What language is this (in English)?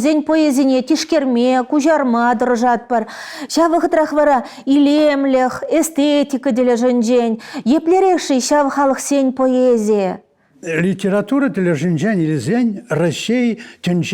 Chuvash